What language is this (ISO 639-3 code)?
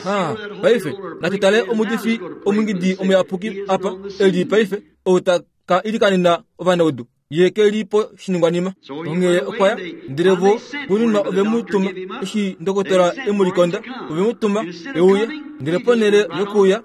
kua